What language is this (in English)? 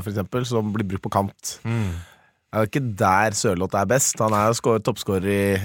Norwegian